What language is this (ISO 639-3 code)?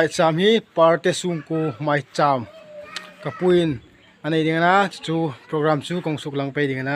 hmr